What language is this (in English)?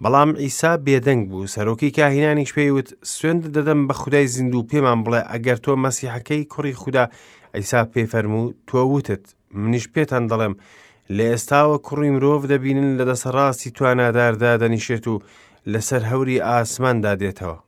Central Kurdish